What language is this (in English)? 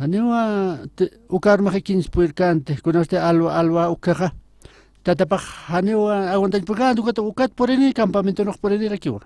Aymara